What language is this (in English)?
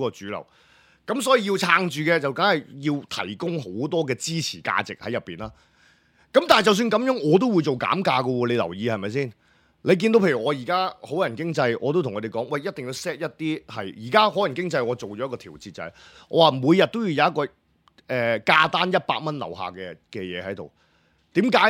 Cantonese